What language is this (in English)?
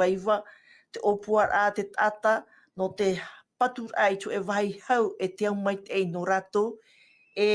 Tahitian